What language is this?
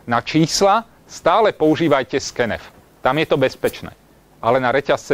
Slovak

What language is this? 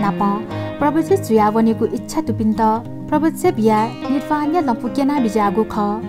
Newari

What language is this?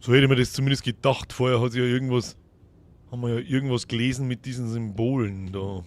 Bavarian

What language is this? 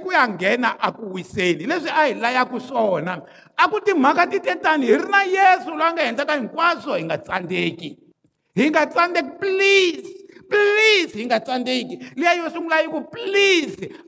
Tsonga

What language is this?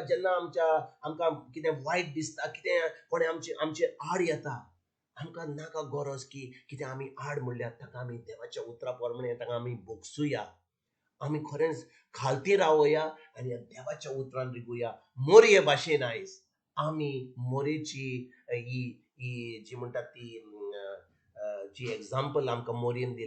Konkani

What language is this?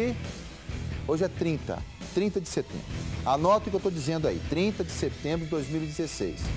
Portuguese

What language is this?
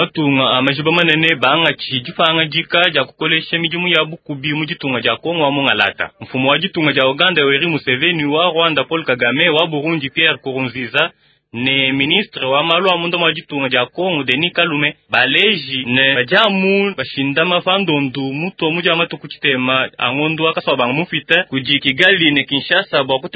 Luba-Lulua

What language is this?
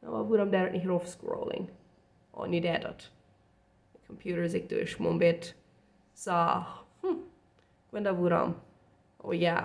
Plautdietsch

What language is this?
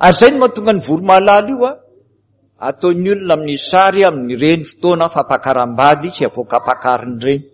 Malagasy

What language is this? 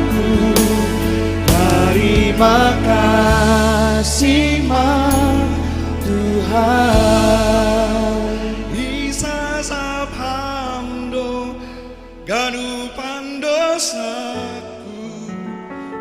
Batak Simalungun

